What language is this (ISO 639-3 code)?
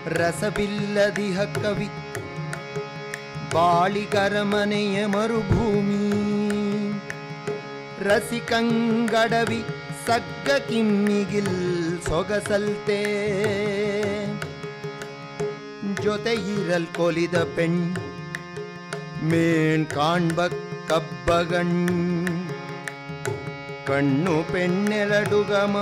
kan